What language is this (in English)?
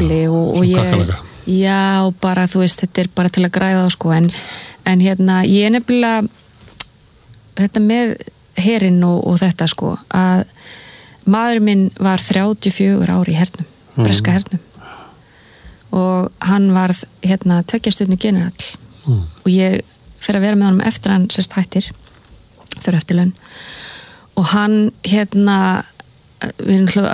Icelandic